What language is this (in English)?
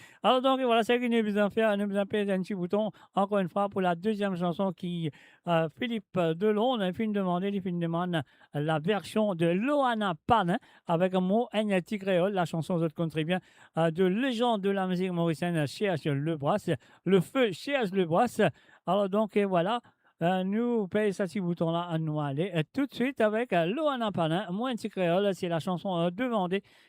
Morisyen